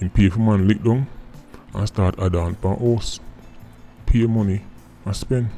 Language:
Jamaican Creole English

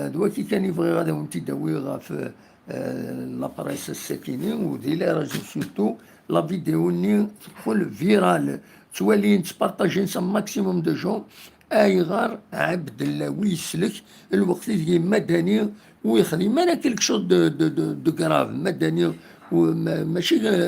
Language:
Kabyle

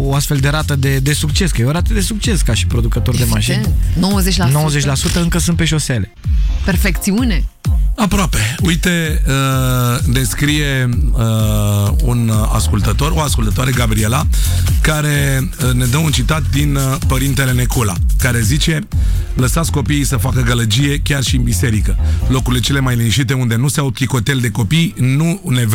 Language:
Romanian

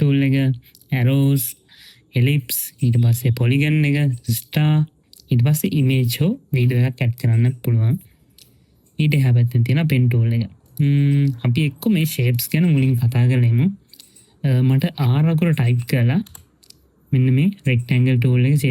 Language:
Sinhala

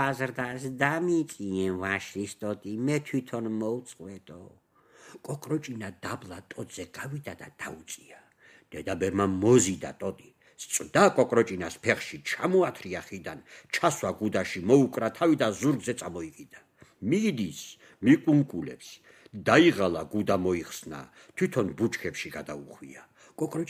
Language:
Georgian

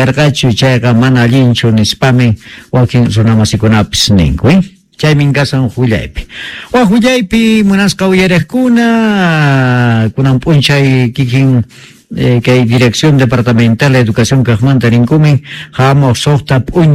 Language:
Quechua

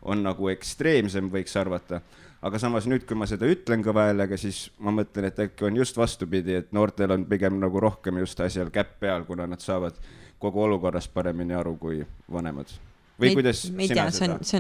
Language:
Estonian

